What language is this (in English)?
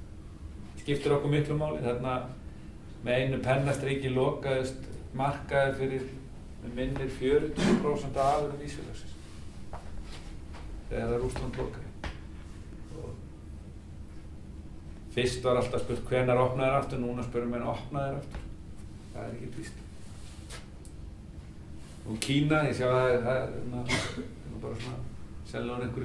Icelandic